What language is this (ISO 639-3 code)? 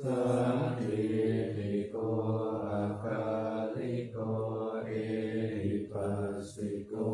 pli